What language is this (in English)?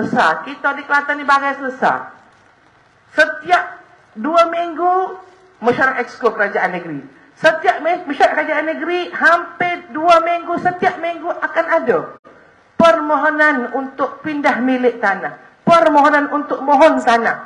Malay